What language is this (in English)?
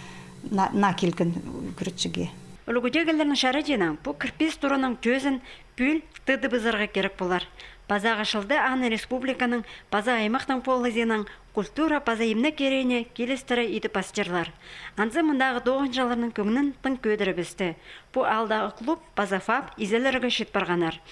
Khakas